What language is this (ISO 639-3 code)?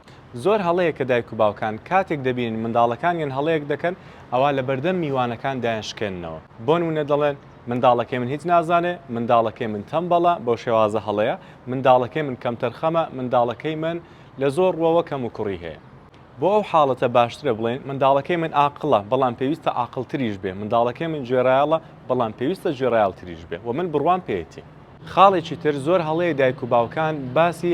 ckb